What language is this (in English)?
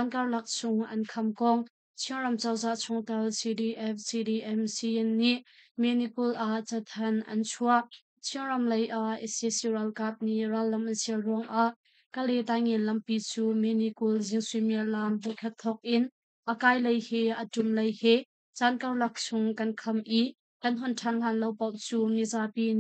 Hakha Chin